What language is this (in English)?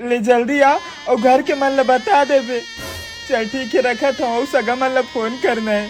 Chhattisgarhi